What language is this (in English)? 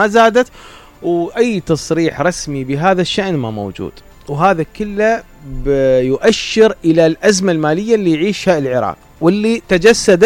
Mesopotamian Arabic